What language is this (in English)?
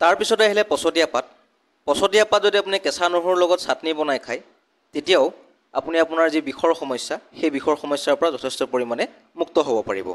Assamese